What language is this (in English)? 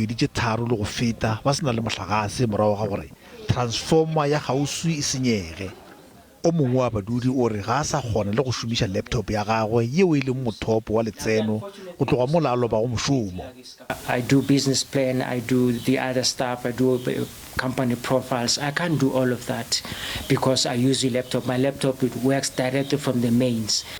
Northern Sotho